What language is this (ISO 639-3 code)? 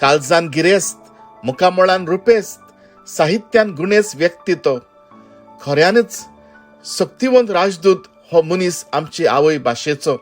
kok